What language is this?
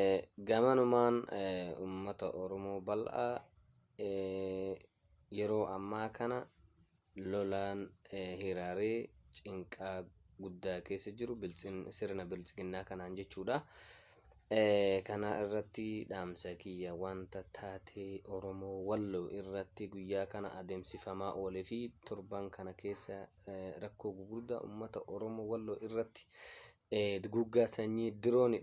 Oromo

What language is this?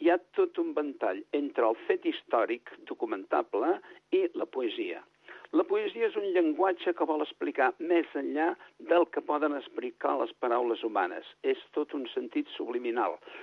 Catalan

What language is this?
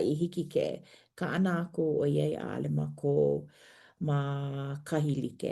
Hawaiian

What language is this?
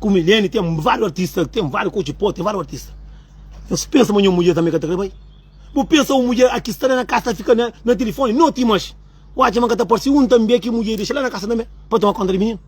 Kabuverdianu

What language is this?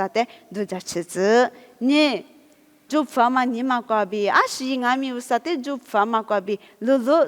Lisu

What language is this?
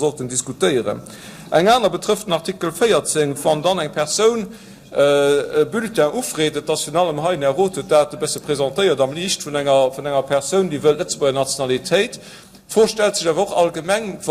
Luxembourgish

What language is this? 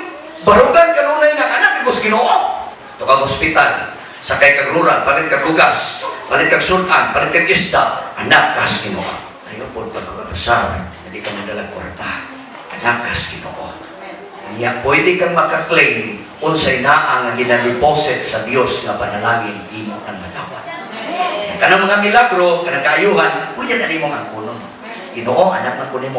Cebuano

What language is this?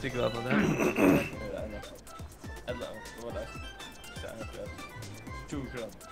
Faroese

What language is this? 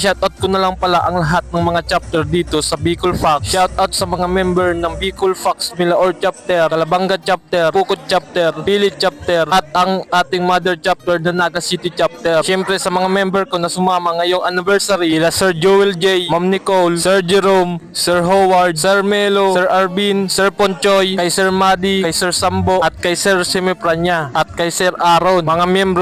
Bikol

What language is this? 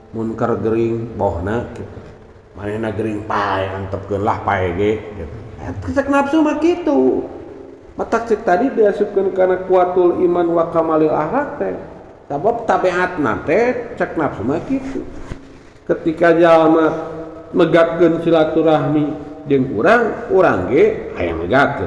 Sundanese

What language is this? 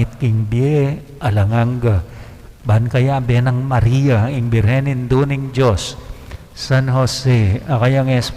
Pampanga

